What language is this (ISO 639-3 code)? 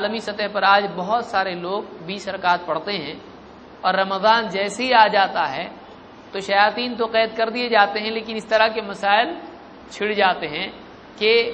urd